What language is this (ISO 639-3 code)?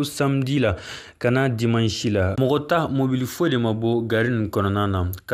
bam